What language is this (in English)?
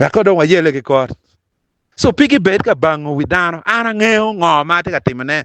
Acoli